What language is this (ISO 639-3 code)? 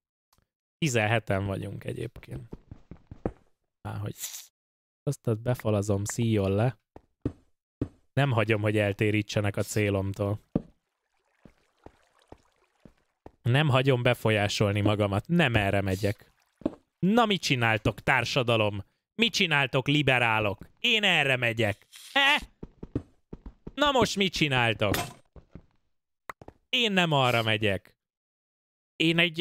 hun